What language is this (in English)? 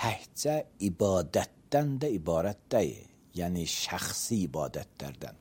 Azerbaijani